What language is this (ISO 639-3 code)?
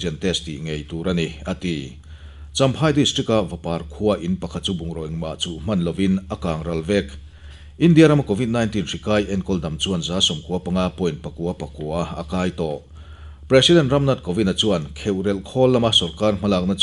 lus